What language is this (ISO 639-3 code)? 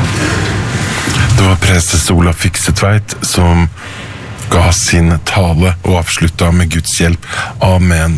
nor